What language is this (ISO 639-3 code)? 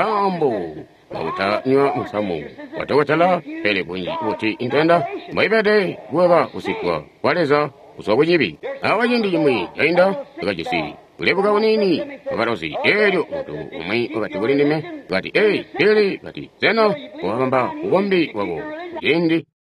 toi